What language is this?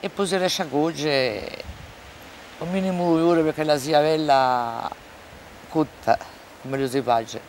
Corsican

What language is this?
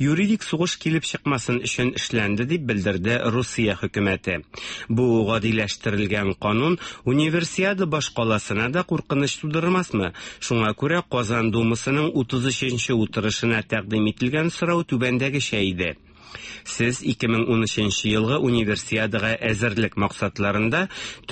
Tatar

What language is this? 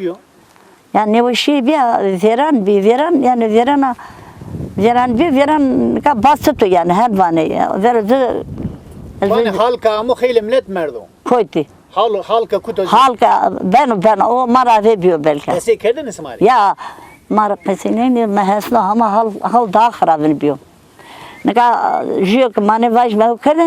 Zaza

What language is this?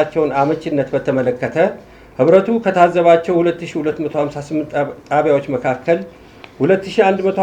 Amharic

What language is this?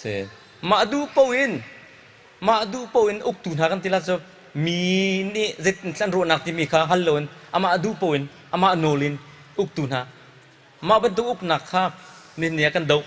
Hakha Chin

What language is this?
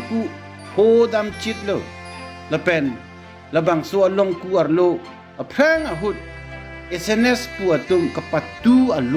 Karbi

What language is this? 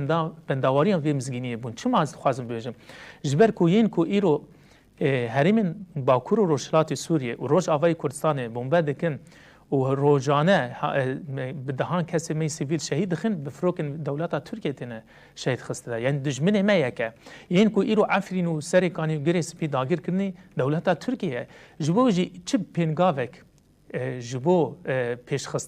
Kurdish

